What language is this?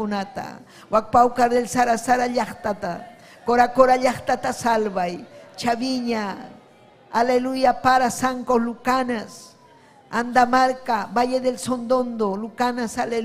Ayacucho Quechua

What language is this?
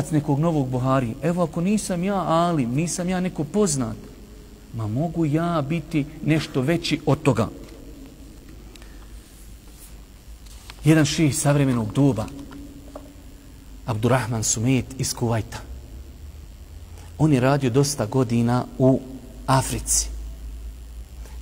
Bosnian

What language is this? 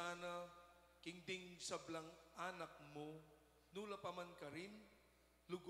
Pampanga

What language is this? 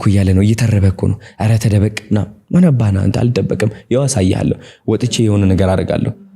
Amharic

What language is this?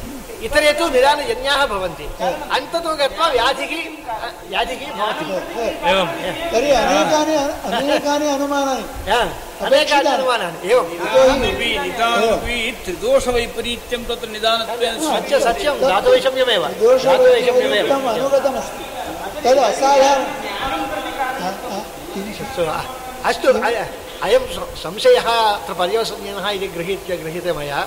Sanskrit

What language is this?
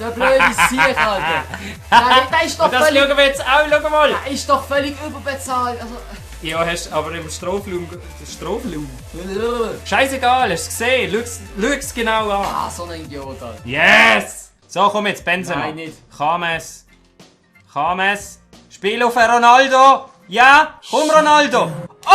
Swiss German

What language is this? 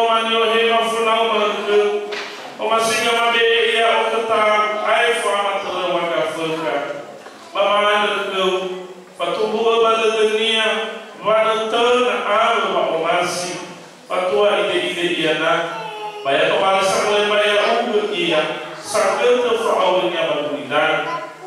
Nias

